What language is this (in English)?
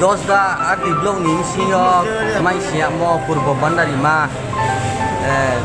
Riang (India)